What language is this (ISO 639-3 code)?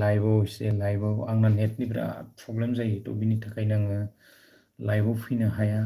brx